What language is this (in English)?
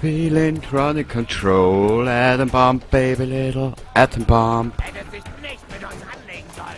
Bavarian